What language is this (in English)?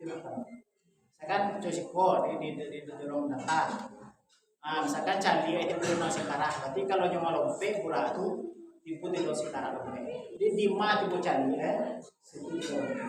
Minangkabau